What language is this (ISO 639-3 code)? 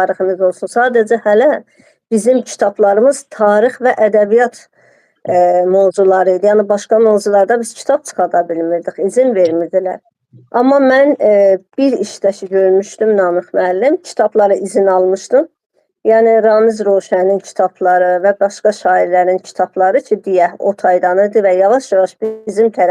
aze